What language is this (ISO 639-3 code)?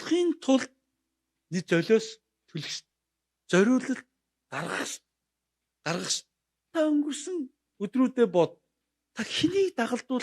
mon